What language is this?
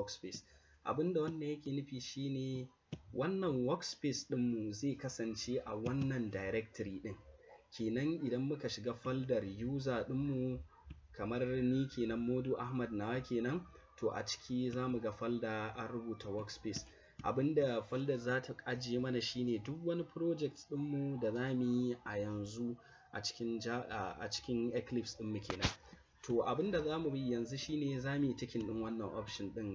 Hausa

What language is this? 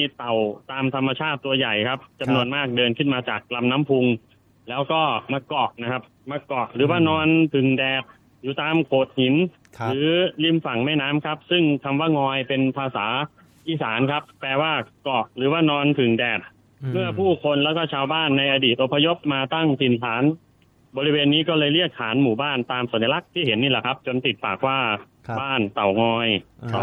Thai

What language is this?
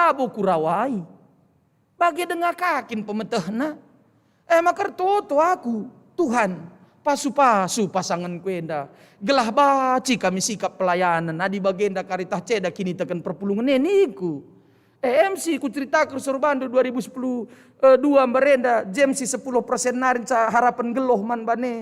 Batak Karo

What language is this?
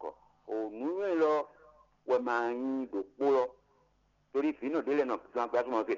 Fon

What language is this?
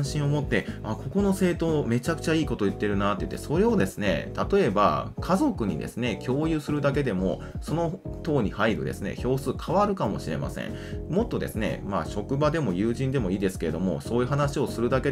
Japanese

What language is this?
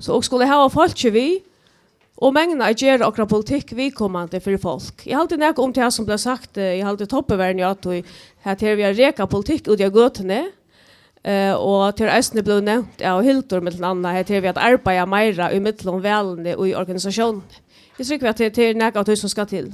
Faroese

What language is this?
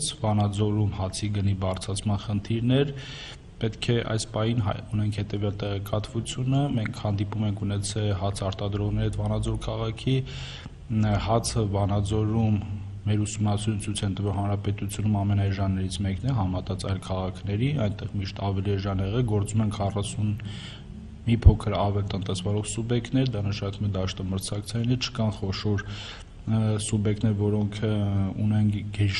Armenian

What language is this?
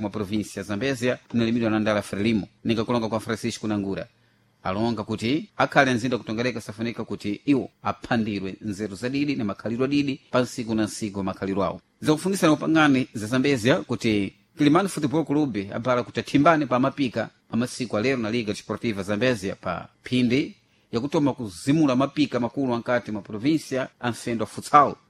Sena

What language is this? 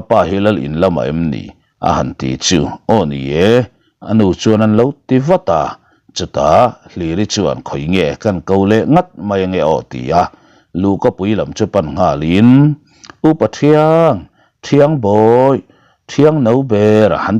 Mizo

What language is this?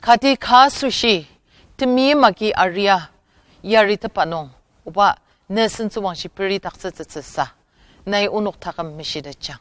Ao Naga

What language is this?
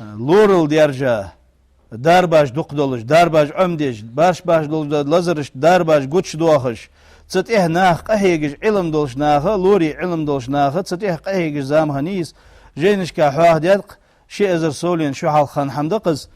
Ingush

